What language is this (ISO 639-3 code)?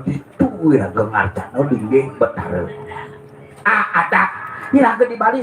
ban